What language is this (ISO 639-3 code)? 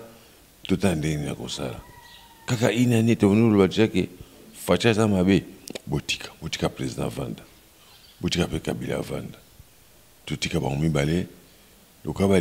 lin